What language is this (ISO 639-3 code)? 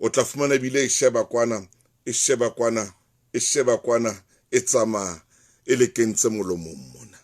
sot